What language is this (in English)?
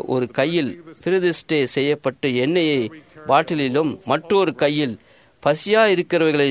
Tamil